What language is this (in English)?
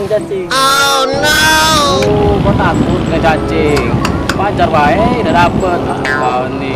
Musi